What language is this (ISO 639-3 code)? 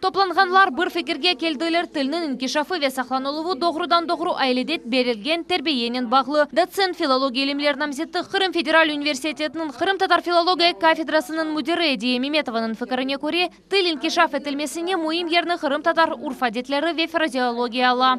crh